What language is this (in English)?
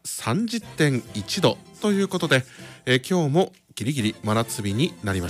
Japanese